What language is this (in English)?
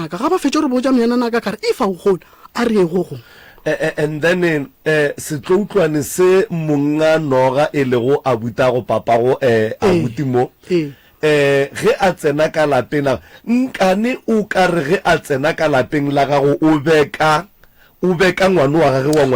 Northern Sotho